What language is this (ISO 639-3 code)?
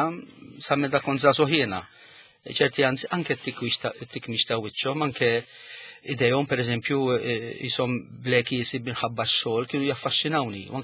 mlt